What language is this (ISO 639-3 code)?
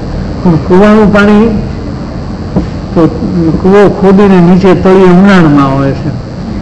guj